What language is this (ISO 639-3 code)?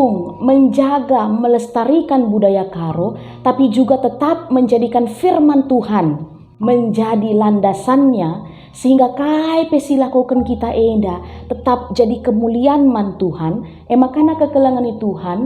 btx